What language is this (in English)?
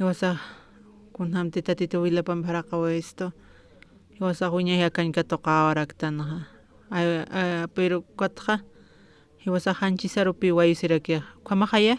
Aymara